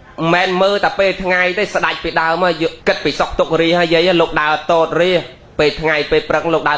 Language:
Khmer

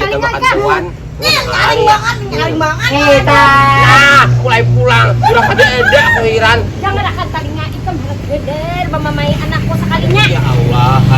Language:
Banjar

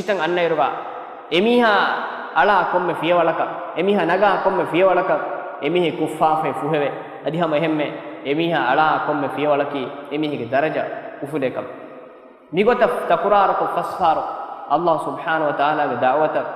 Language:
Divehi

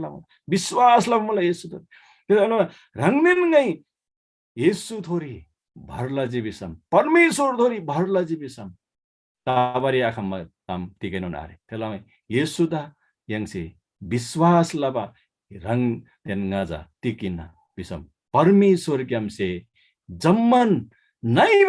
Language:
Eastern Tamang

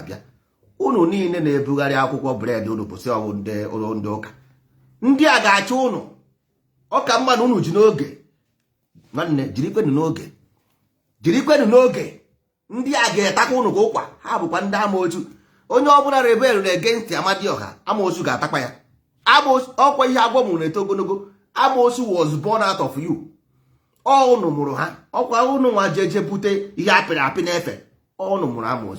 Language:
Igbo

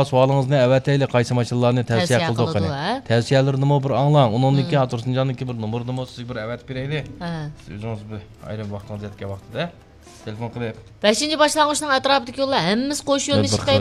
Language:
Uyghur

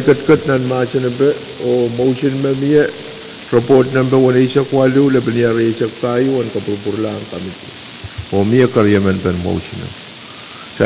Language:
Pohnpeian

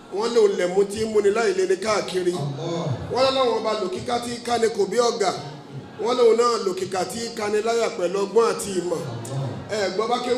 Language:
Yoruba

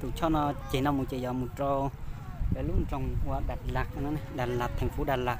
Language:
Hmong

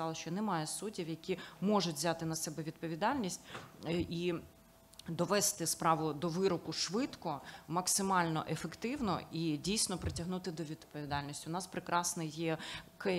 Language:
Ukrainian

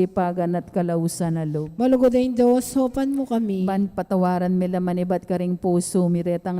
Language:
Pampanga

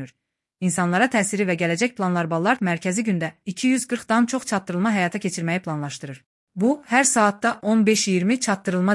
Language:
Azerbaijani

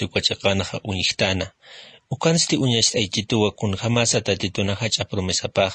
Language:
Aymara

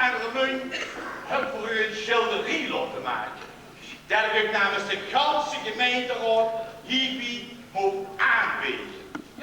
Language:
Limburgish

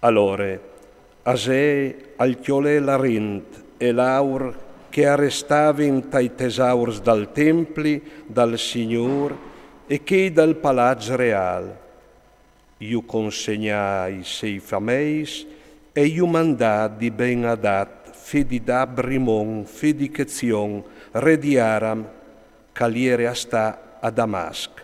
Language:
Friulian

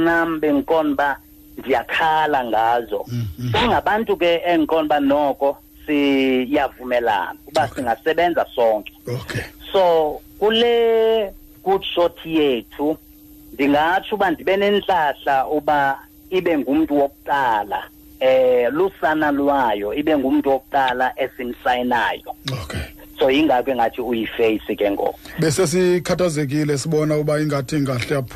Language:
Xhosa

